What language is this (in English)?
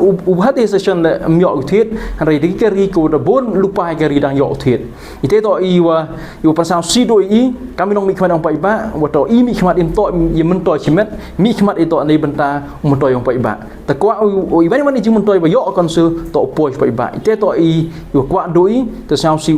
Pnar